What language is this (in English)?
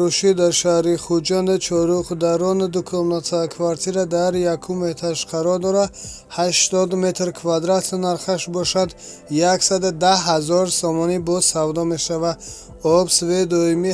Tajik